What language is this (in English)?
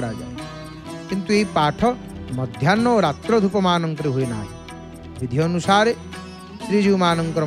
Odia